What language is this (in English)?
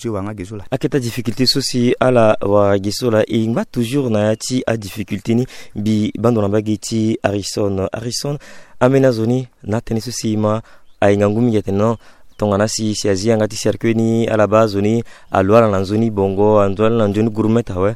Sango